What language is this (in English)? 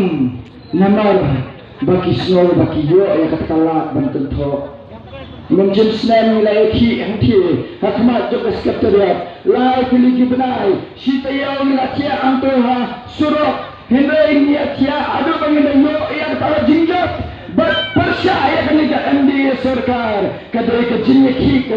Khasi